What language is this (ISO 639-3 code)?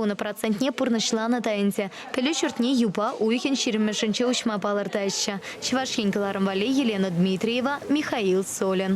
chv